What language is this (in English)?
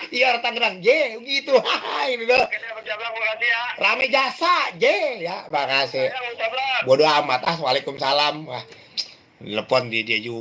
Betawi